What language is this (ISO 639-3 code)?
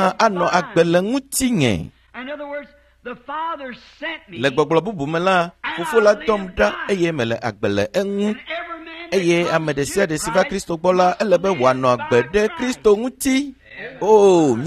ewe